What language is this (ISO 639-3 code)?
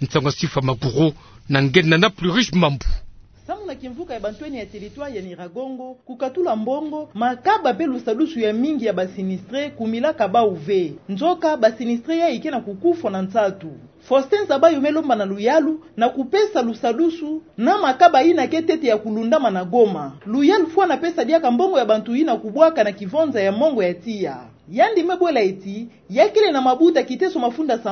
ktu